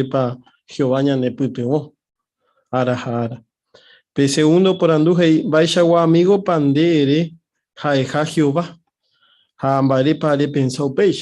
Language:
Guarani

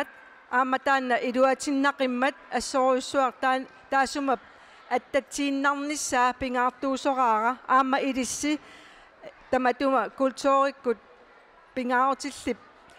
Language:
Kalaallisut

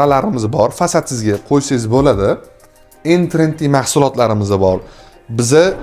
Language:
Uzbek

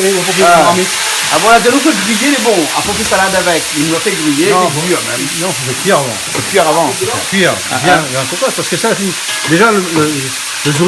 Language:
Réunion Creole French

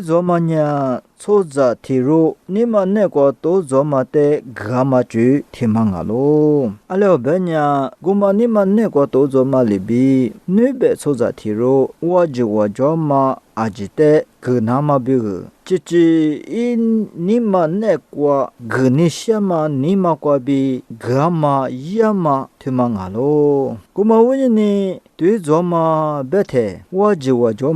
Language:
Lisu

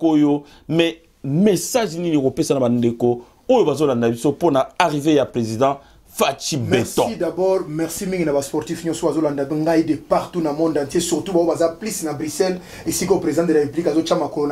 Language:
Lingala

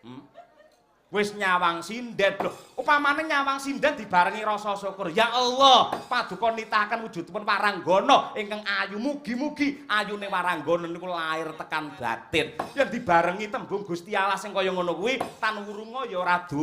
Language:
Javanese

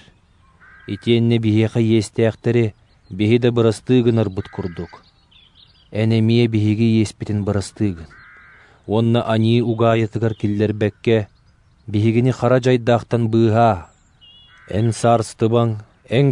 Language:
Yakut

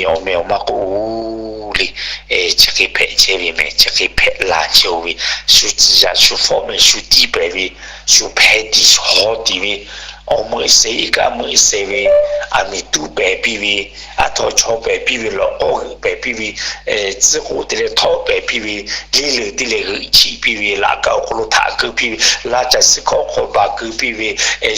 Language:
Lahu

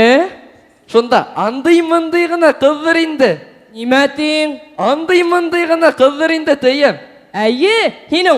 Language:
Bashkir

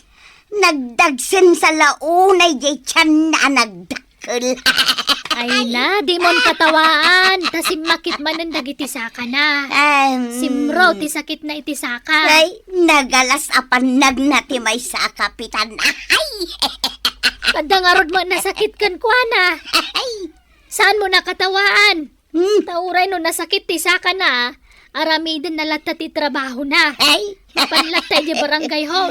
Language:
Iloko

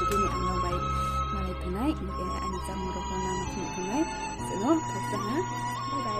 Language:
Riang (India)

